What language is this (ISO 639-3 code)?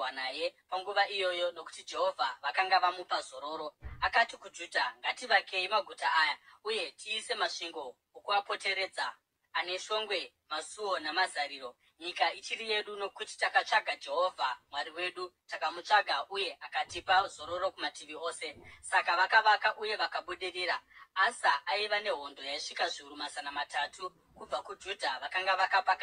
sna